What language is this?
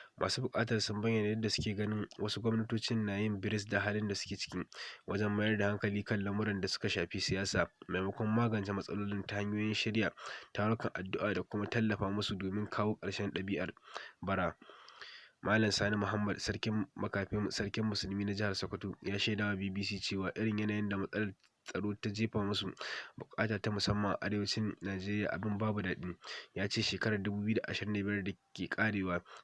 Hausa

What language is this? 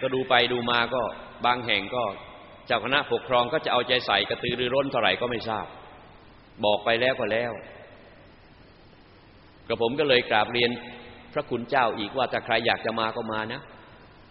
Thai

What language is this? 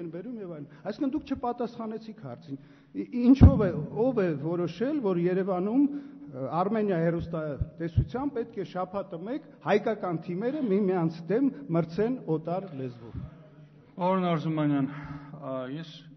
Armenian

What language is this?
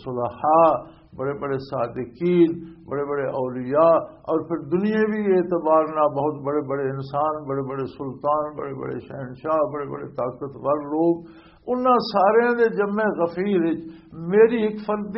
Western Panjabi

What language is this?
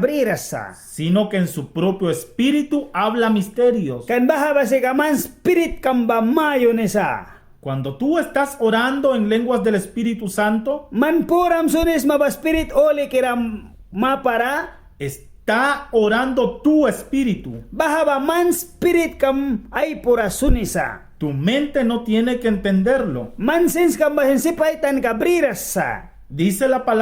Mískito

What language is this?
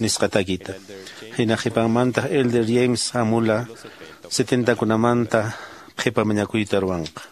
Quechua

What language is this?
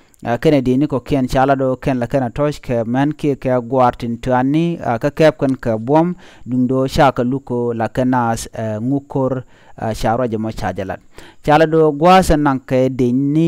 Nuer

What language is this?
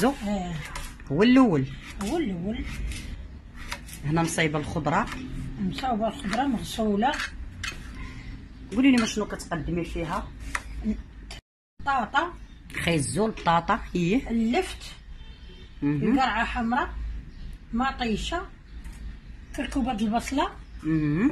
Moroccan Arabic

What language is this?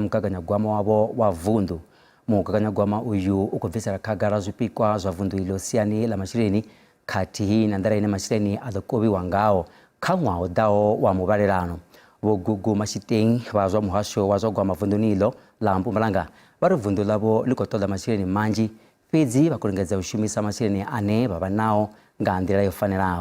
Venda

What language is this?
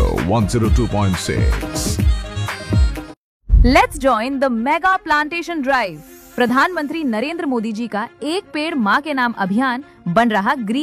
Hindi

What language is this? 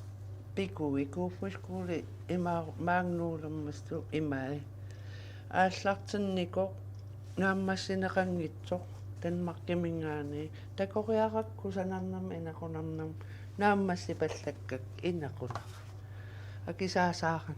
Kalaallisut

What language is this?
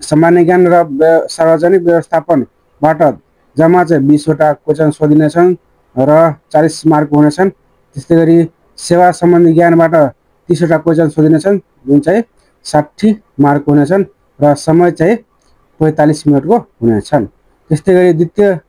Nepali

